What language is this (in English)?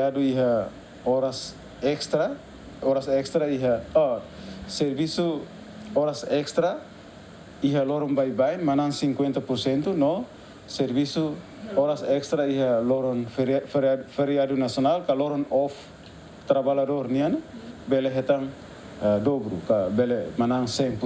Tetum